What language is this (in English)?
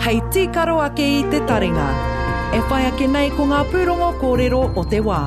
Māori